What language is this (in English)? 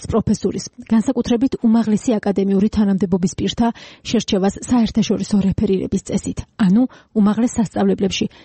Georgian